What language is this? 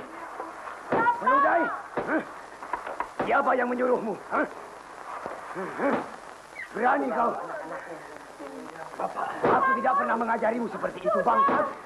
Indonesian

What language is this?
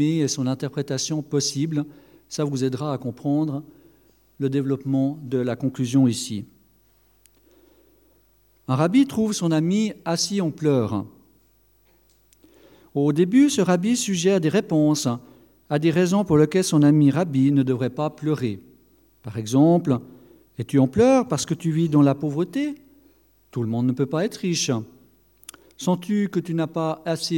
French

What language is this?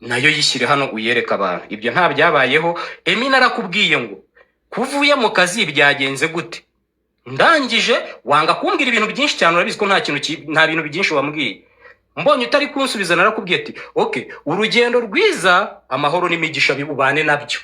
Kinyarwanda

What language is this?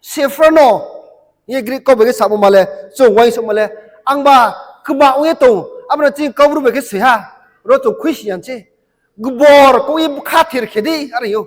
Riang (India)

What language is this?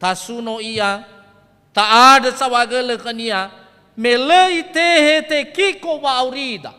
Nias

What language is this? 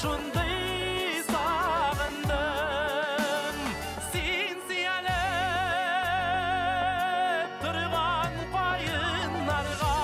Bashkir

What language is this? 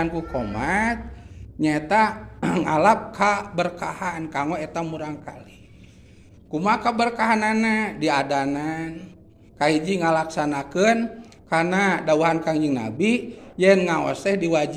Sundanese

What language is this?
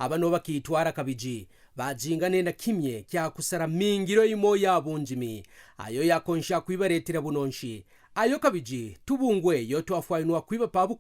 Kaonde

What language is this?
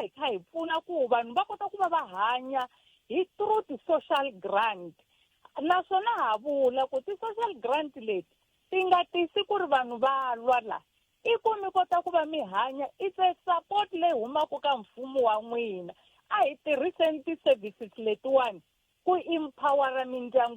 Tsonga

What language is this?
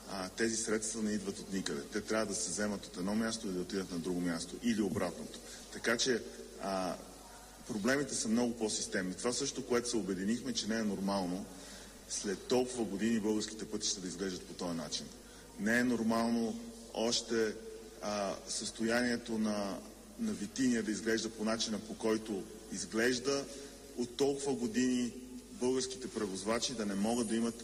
Bulgarian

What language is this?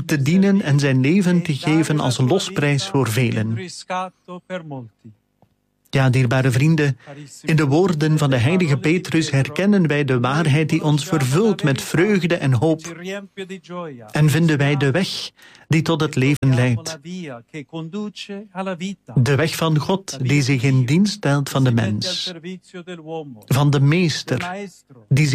Dutch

